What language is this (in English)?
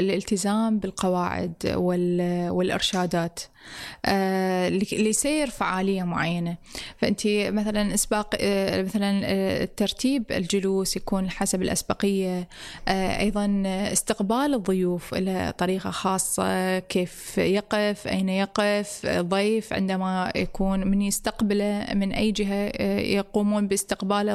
Arabic